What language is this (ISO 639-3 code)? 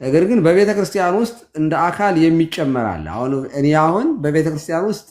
amh